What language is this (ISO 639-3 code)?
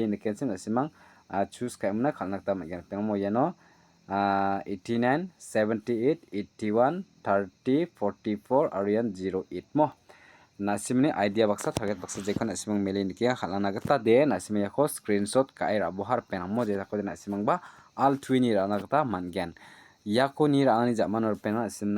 grt